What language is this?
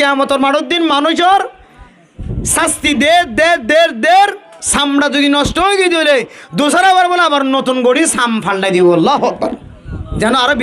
Rohingya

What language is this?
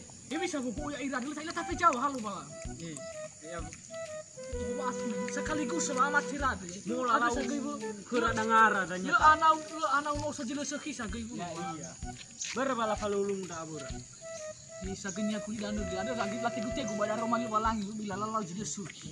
Nias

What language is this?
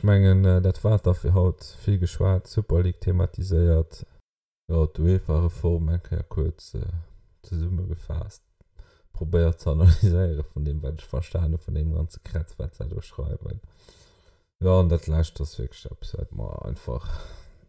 Luxembourgish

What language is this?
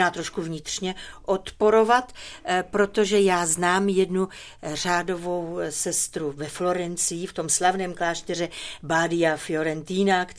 Czech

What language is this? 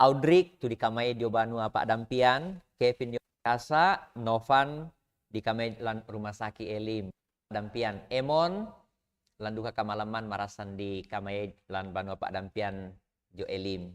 Toraja-Sa'dan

